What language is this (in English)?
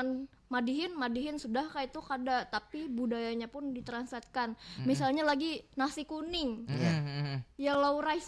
Banjar